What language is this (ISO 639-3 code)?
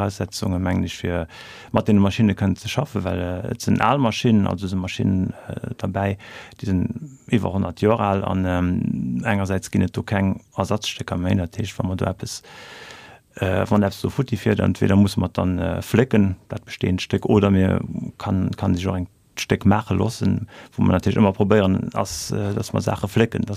ltz